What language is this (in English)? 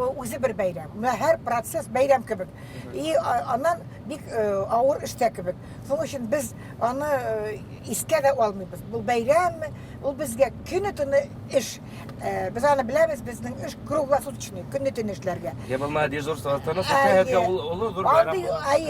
Bashkir